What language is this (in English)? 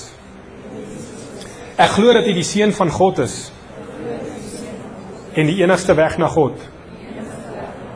Afrikaans